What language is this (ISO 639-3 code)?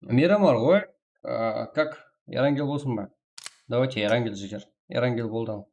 kaa